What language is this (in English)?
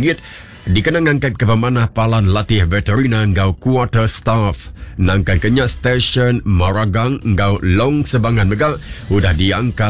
Iban